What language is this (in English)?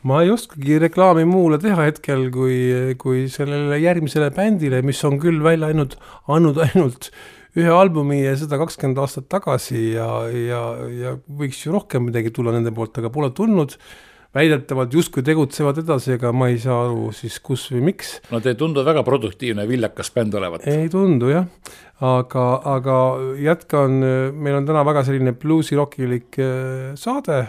Estonian